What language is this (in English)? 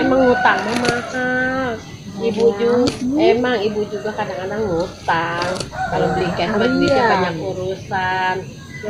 Betawi